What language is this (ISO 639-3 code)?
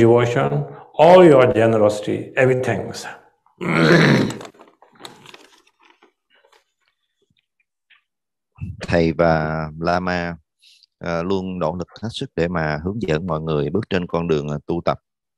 vie